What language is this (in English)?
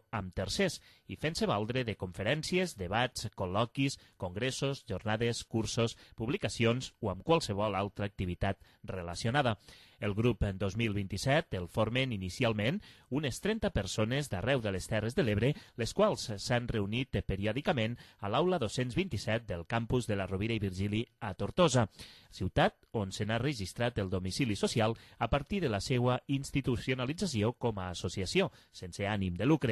Catalan